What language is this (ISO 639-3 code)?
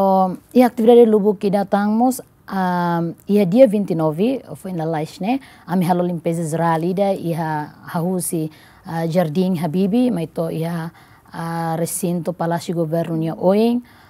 tet